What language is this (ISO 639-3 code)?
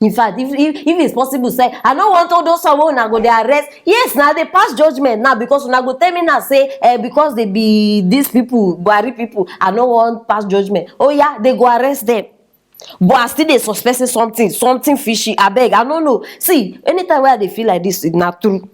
pcm